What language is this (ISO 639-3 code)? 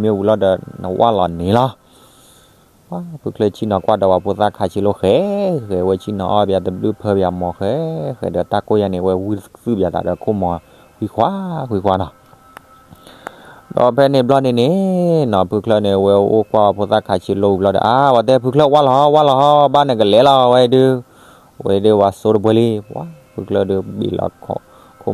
ksw